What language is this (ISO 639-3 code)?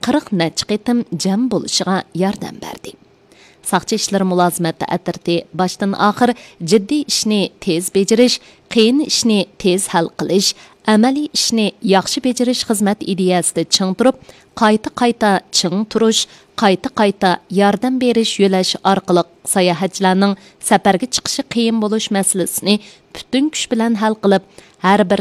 uig